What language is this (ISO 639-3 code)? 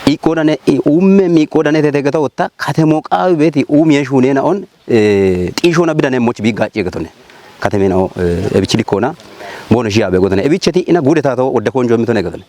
kbr